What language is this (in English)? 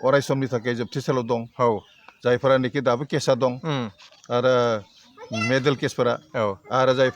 Bodo